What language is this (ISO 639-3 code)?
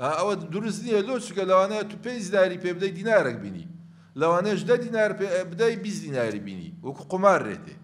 ckb